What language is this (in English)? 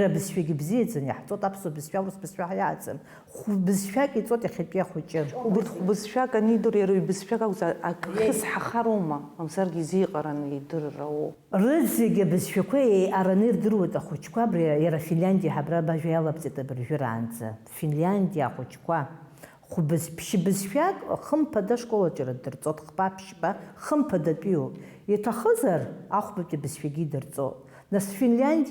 Abkhazian